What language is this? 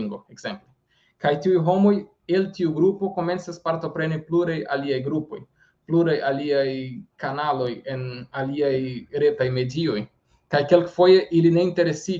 Esperanto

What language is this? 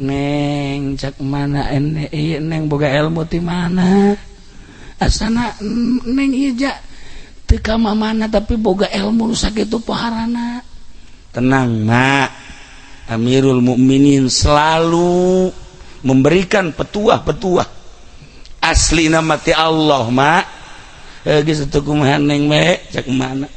Sundanese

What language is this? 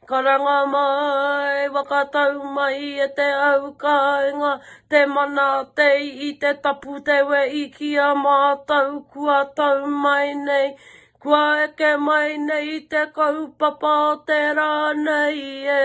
Māori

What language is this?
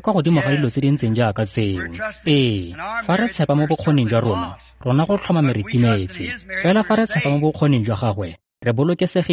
Tswana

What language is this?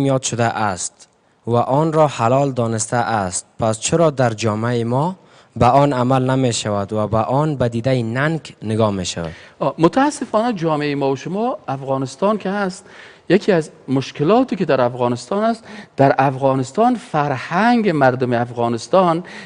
Persian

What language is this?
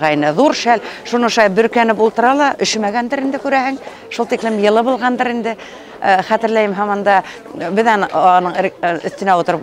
Bashkir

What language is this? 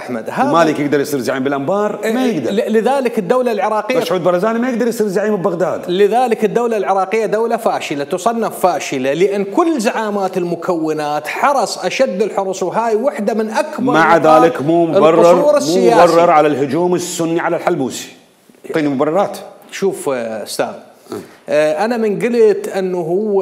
Mesopotamian Arabic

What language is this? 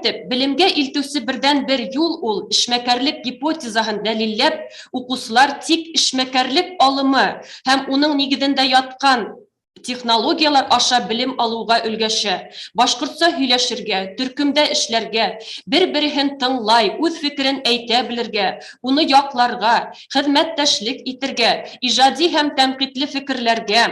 Bashkir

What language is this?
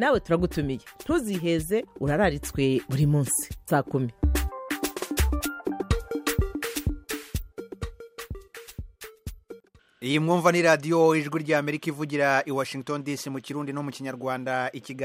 Kinyarwanda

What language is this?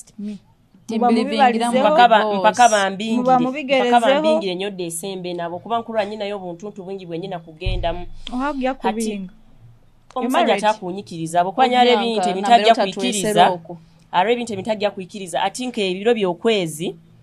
Nyoro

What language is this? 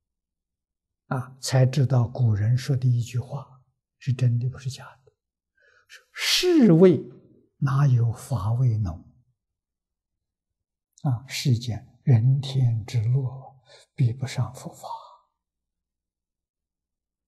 Chinese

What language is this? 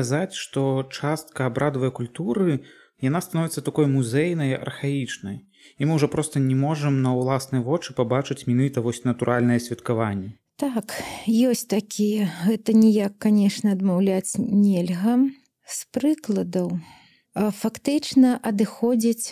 Belarusian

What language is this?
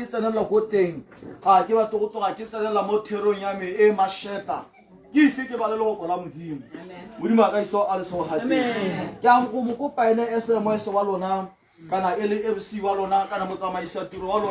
Tswana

